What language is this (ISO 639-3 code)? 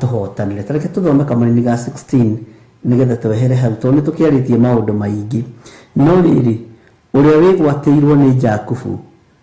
kik